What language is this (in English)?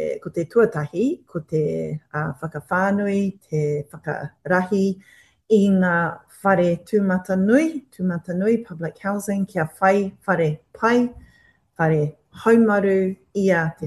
Māori